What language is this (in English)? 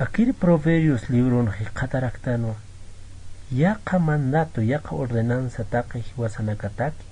Aymara